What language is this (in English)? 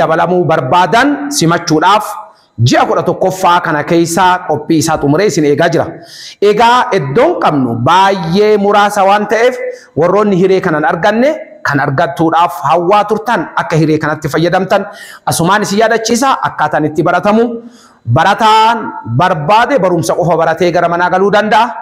Oromo